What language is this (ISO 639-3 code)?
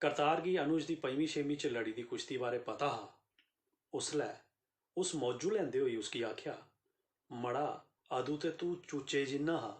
doi